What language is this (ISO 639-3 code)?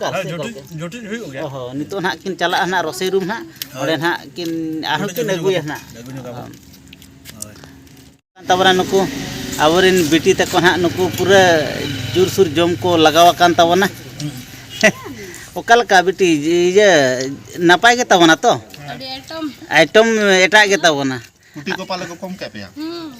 sat